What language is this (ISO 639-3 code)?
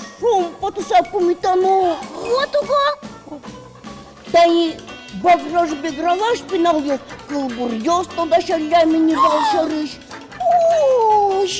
udm